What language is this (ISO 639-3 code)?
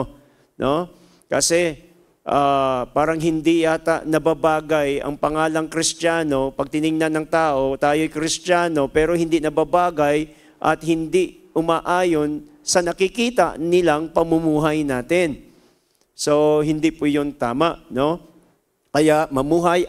fil